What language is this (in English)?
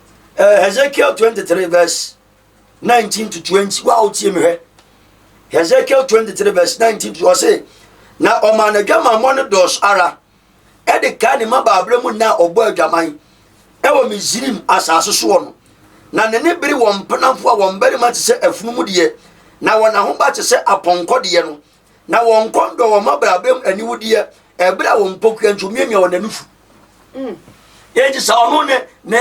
Akan